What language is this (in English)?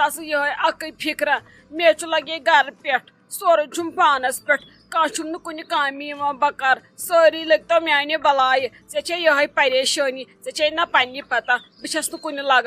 Kashmiri